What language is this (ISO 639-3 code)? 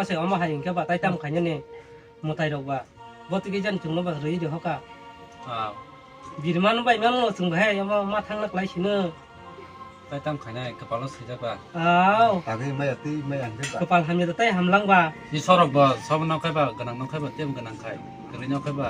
trp